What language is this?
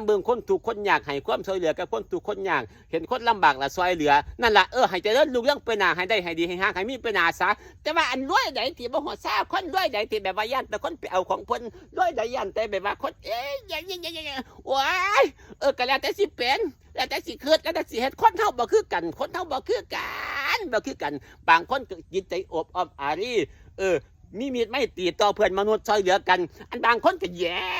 Northeastern Thai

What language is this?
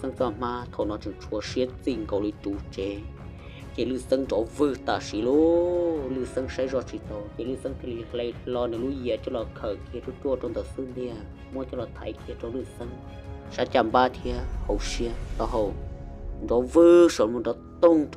Hmong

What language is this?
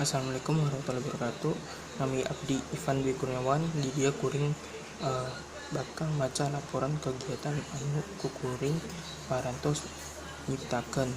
Sundanese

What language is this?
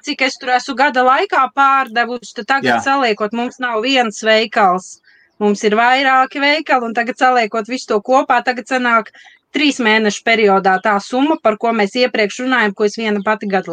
Latvian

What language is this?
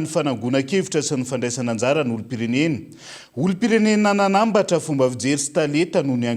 Malagasy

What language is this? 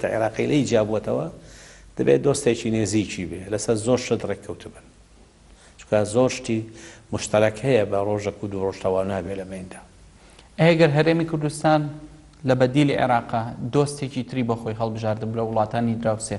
Central Kurdish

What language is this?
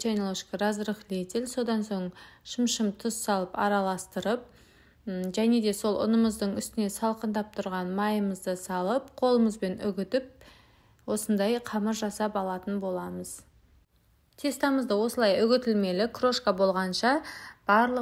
Kazakh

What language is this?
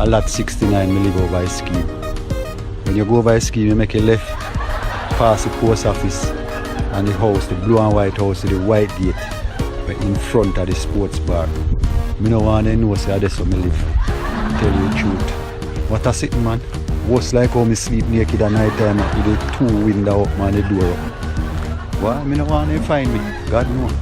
Jamaican Creole English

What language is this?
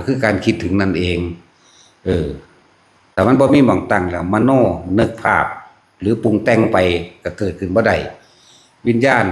Lao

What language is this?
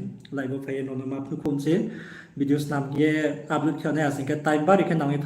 Riang (India)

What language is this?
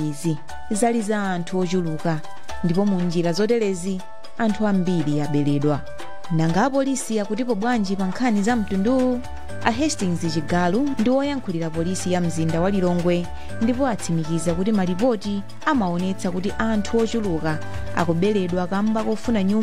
Nyanja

